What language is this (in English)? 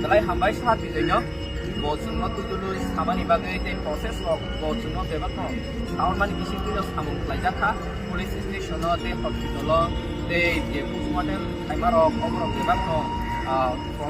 Kok Borok